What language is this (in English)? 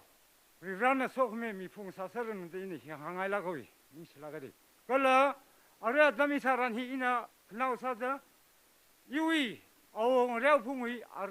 Tangkhul Naga (India)